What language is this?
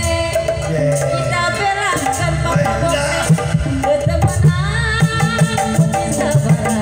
Betawi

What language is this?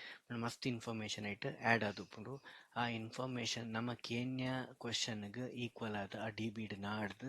Tulu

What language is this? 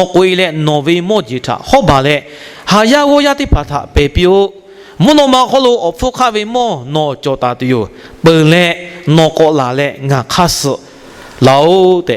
Lahu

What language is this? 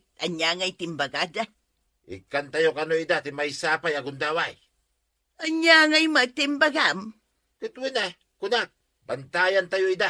Iloko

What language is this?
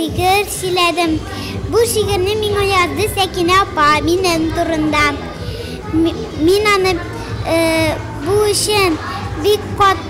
Tatar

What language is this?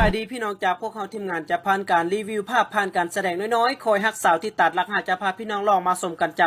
Lao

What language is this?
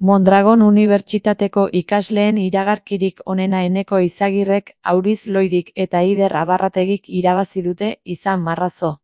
Basque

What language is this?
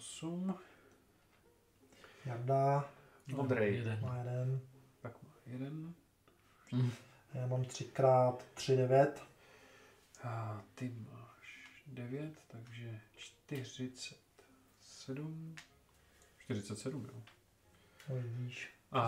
Czech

